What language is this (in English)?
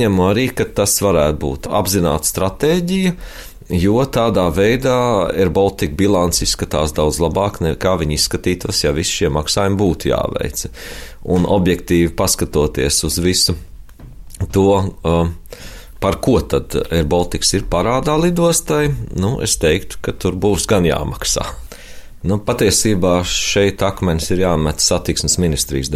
Latvian